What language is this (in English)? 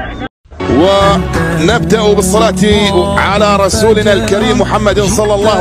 Arabic